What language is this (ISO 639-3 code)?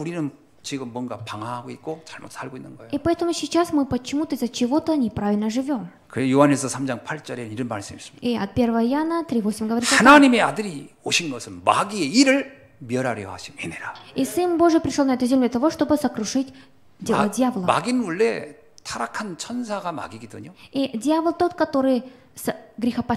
kor